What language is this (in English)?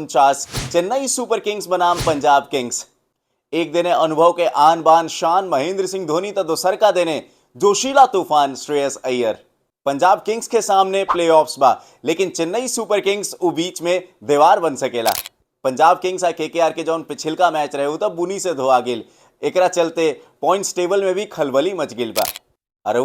Bhojpuri